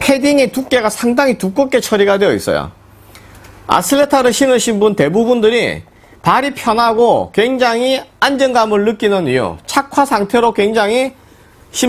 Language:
Korean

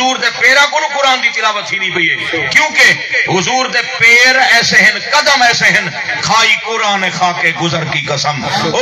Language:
Saraiki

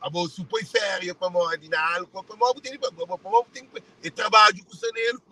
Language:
Kabuverdianu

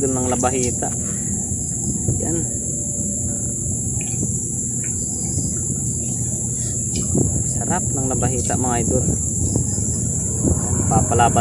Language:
Filipino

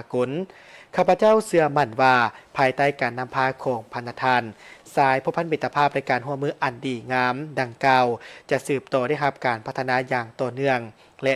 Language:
Lao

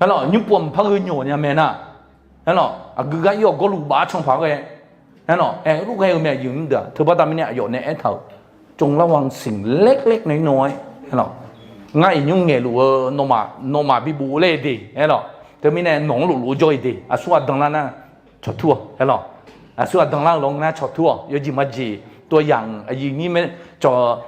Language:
Akha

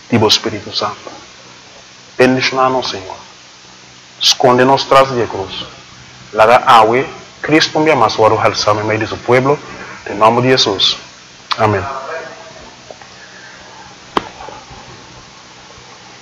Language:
Papiamento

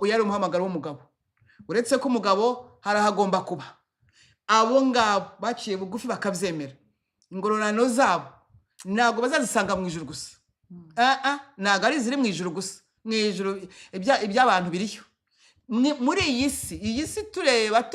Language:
Kinyarwanda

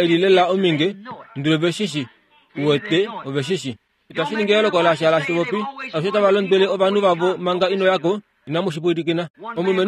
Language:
Kuanyama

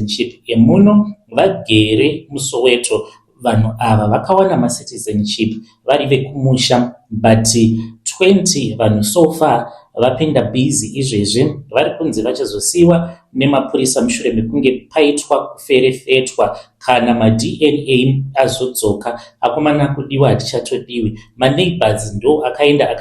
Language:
Shona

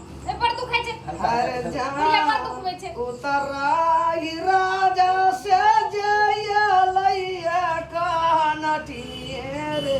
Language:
Maithili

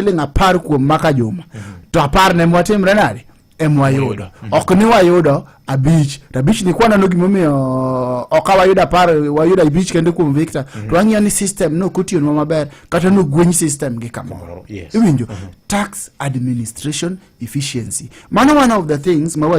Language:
Luo (Kenya and Tanzania)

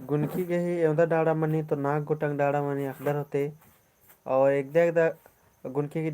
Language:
Kurukh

